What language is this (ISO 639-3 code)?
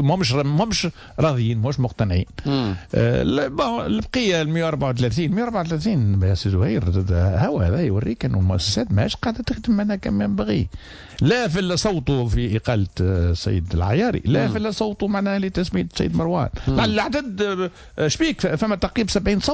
aeb